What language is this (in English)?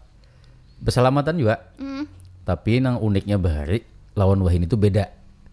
Banjar